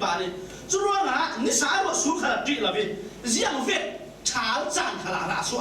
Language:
Falam Chin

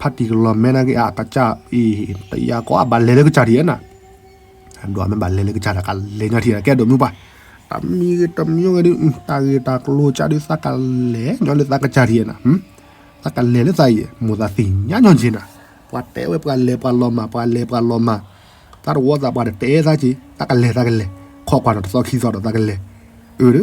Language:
S'gaw Karen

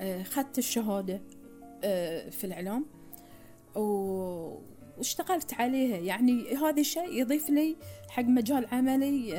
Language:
Gulf Arabic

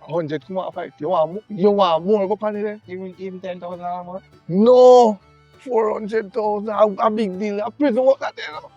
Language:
Jamaican Creole English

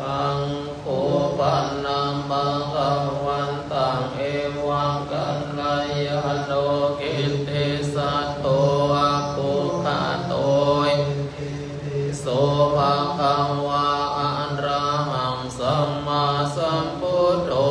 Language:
Pali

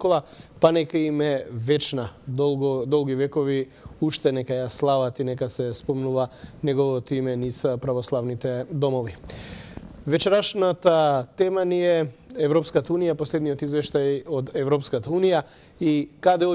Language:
Macedonian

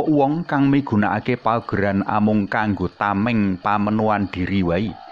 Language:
Javanese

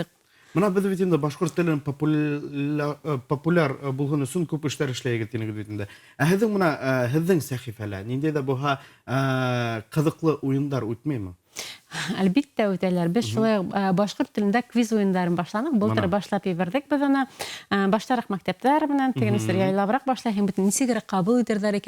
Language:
Bashkir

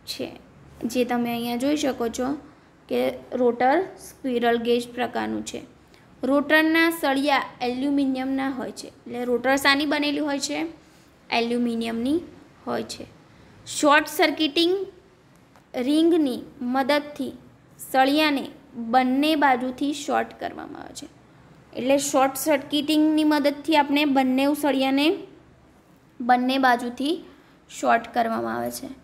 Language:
Gujarati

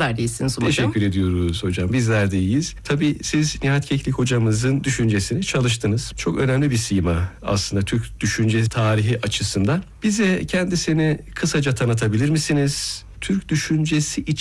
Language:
Turkish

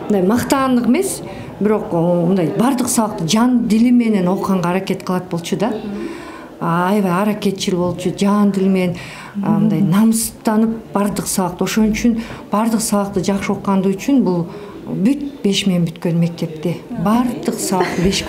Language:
Kyrgyz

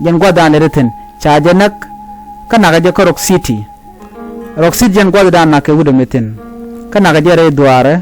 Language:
Nuer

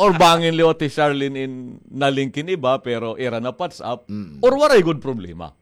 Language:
Waray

